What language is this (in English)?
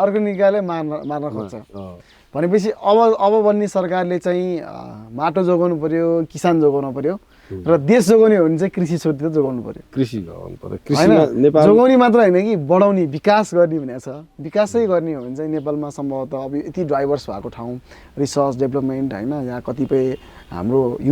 Nepali